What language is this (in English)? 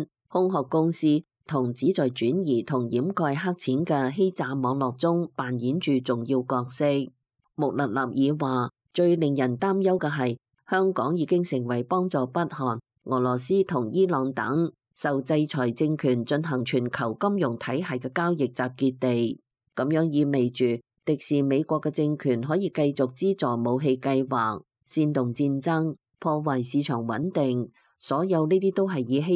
Cantonese